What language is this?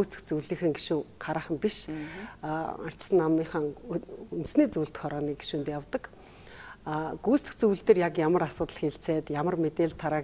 Mongolian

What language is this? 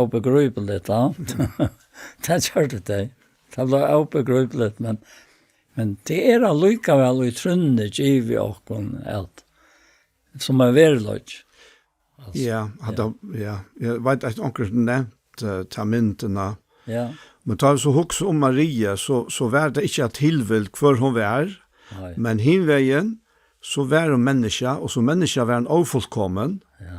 Faroese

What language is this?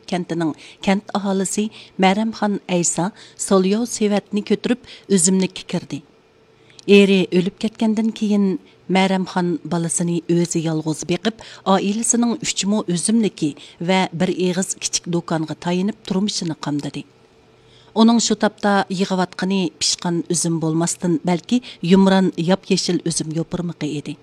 Uyghur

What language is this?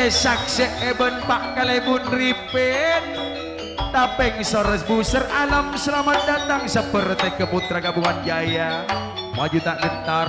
Madurese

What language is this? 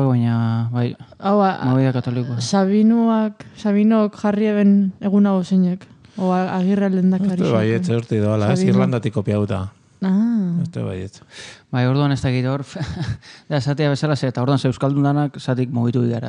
Basque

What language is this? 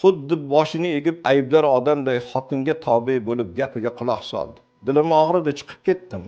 Uzbek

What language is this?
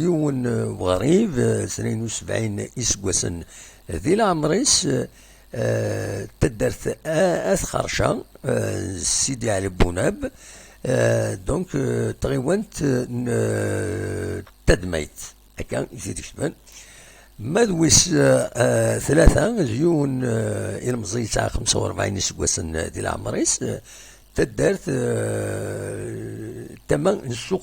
Kabyle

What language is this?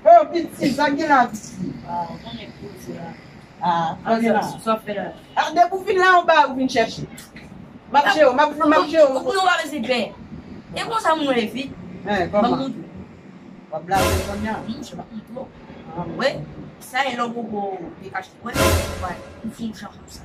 Haitian Creole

